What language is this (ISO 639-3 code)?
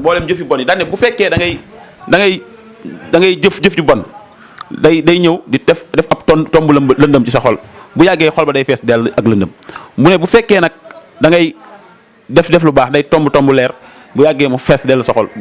wol